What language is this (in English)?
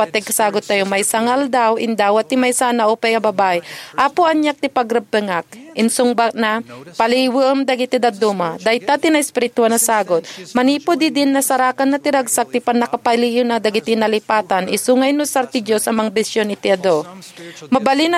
Iloko